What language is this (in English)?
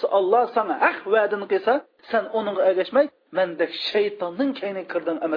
Uyghur